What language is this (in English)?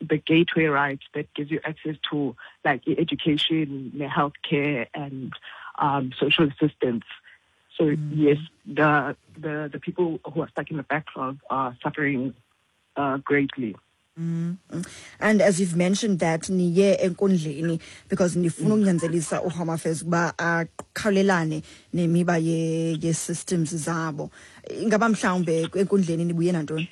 Xhosa